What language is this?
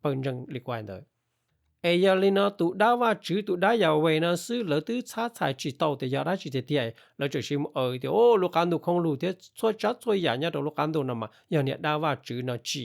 Hmong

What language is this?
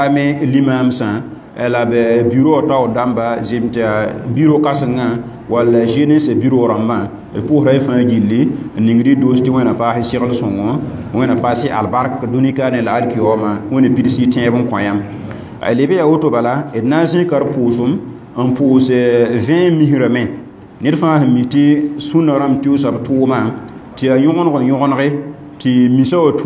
Mossi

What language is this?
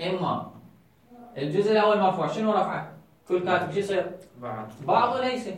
Mesopotamian Arabic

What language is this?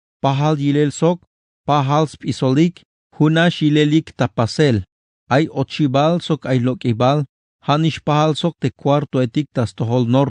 Tzeltal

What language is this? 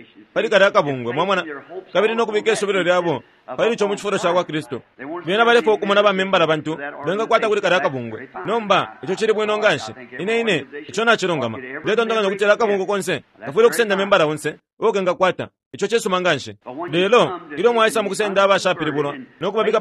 Bemba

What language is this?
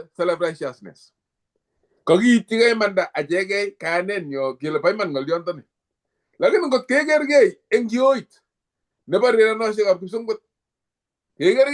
Kalenjin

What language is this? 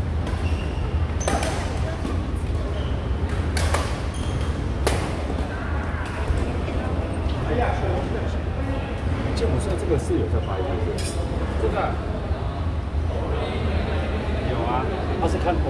Chinese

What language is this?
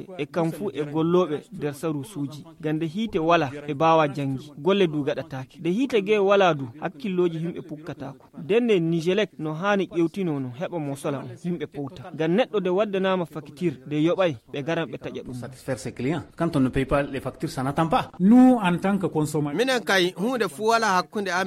Fula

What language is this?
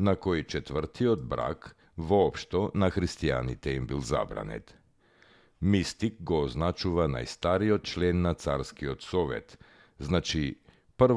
Macedonian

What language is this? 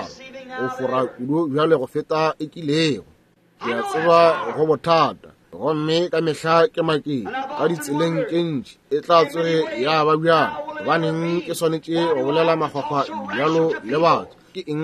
Northern Sotho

